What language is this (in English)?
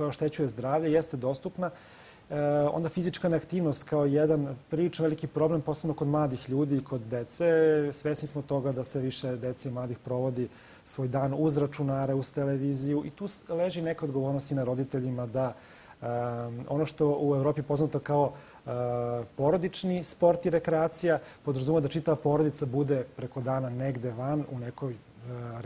Serbian